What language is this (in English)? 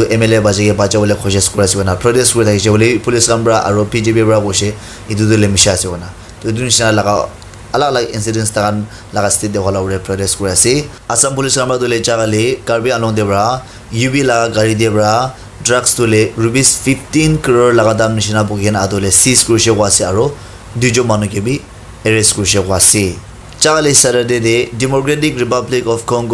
Naga Pidgin